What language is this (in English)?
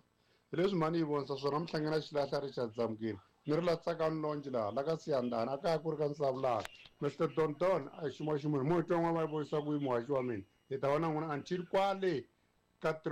Tsonga